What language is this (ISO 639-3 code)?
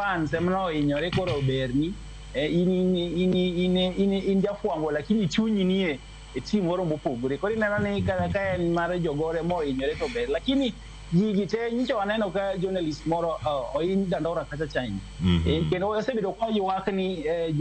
luo